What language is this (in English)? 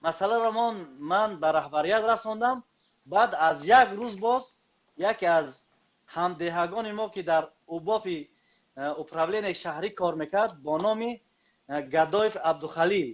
Tajik